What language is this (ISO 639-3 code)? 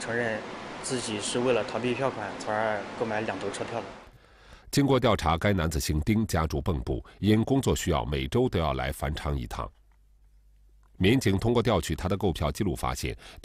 zho